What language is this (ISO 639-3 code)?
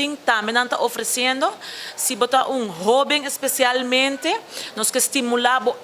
pap